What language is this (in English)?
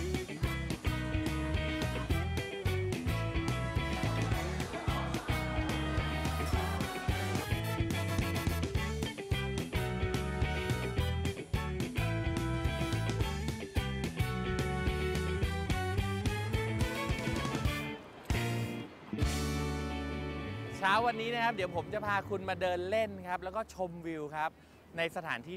Thai